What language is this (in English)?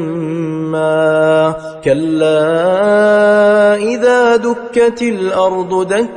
Arabic